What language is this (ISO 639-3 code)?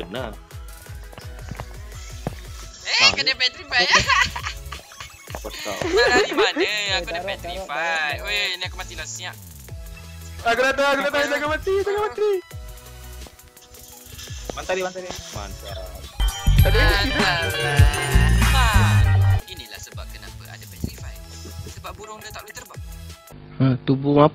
msa